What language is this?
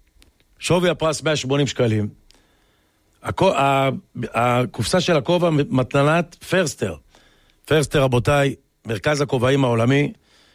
Hebrew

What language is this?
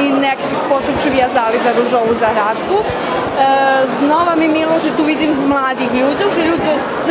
Rusyn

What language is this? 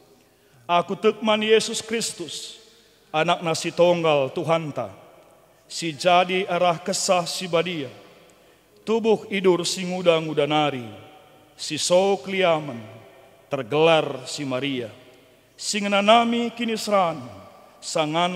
Batak Karo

